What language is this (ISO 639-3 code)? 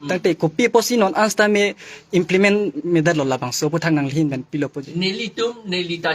mjw